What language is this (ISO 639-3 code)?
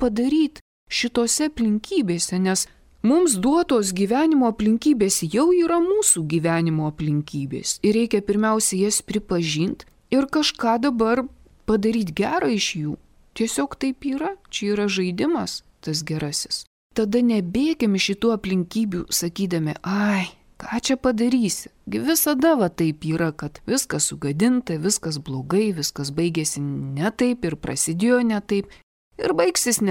lit